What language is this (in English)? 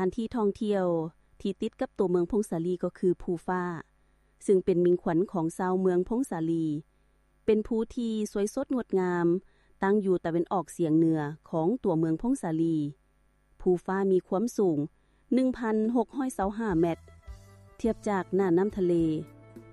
Lao